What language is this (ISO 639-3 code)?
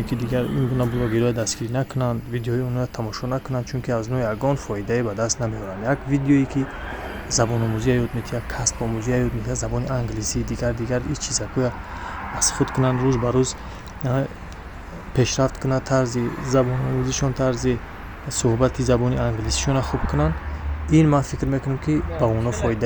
tgk